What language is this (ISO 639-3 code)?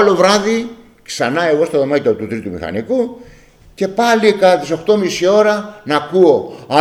ell